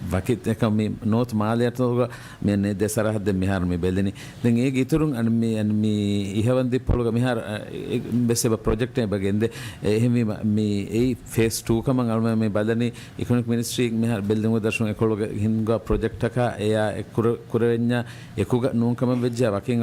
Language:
Divehi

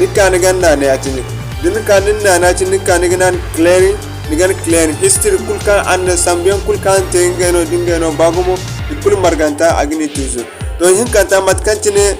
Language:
Zarma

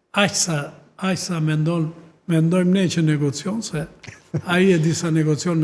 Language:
Albanian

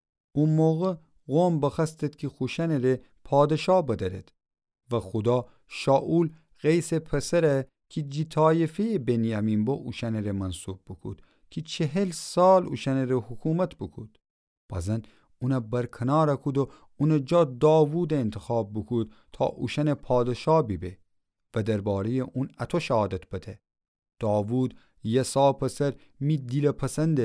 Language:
Gilaki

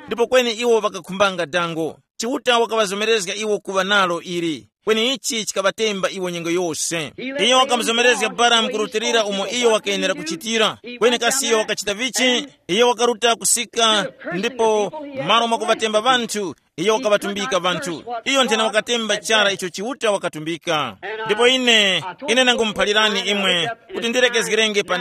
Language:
Tumbuka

